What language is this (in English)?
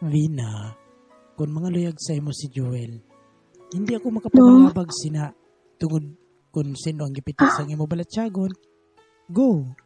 Hiligaynon